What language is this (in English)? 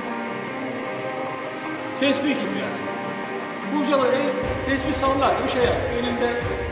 Turkish